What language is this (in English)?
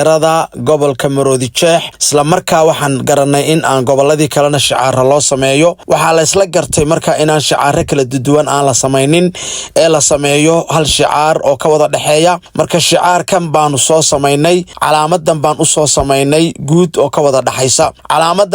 Somali